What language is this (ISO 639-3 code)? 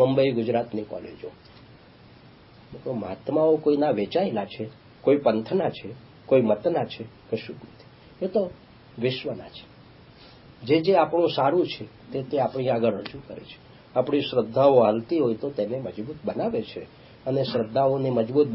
guj